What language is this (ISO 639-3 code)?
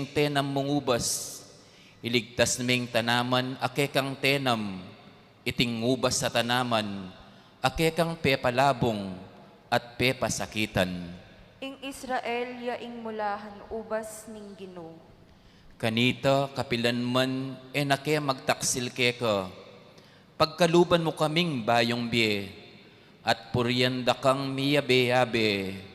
pam